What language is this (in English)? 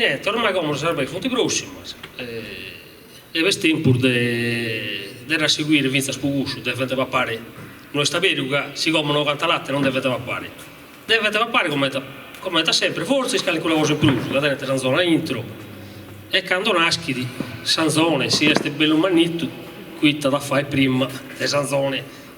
Sardinian